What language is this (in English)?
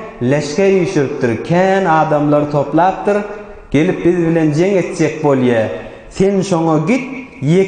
Turkmen